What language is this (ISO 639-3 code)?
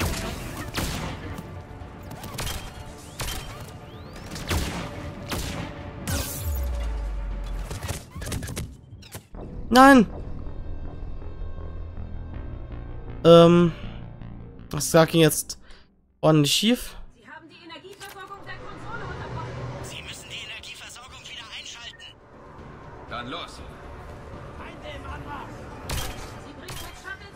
deu